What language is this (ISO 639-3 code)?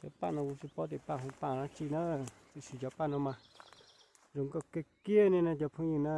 hmn